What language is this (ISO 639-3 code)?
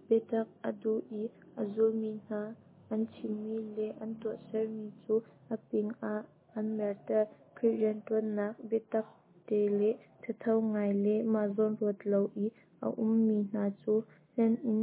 cnh